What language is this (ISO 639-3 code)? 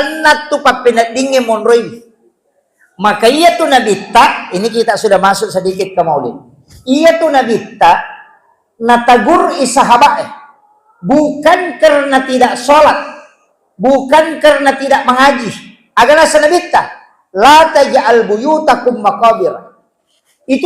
bug